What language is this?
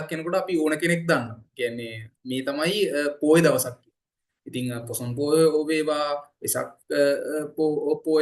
Sinhala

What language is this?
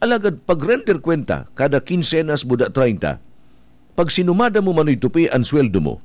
Bikol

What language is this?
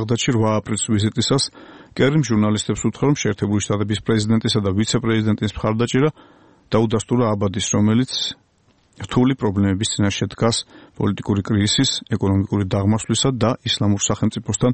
Georgian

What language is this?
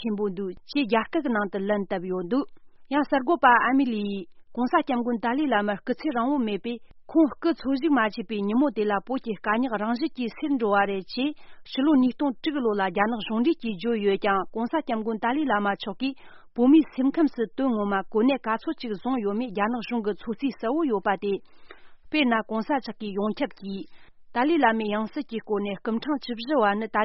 Tibetan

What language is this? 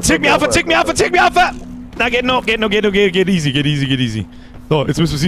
Bavarian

